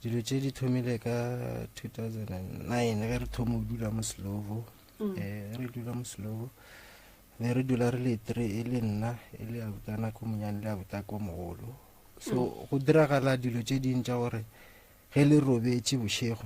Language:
Northern Sotho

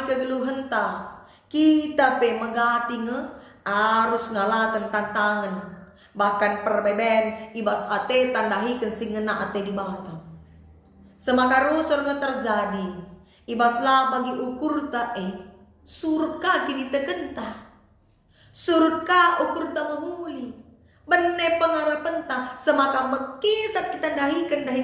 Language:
Batak Karo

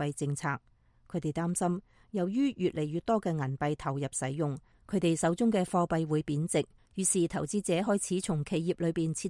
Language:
Cantonese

